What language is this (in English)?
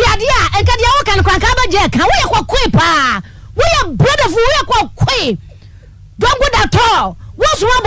Akan